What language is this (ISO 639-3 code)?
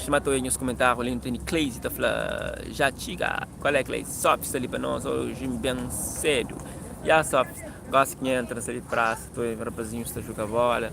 kea